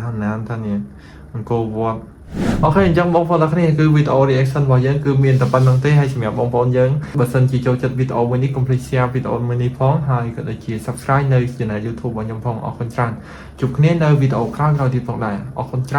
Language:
Khmer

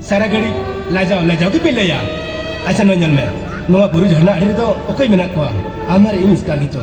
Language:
Santali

